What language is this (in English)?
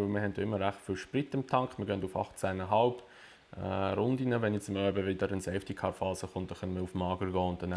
Swiss German